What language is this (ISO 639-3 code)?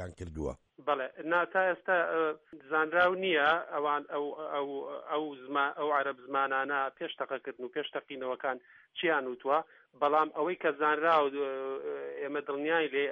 ckb